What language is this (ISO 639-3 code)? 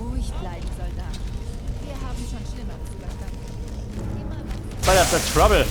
bar